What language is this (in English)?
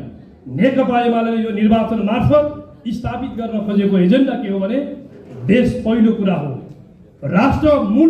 Nepali